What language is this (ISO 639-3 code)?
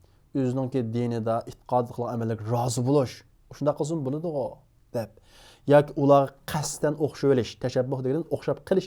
uig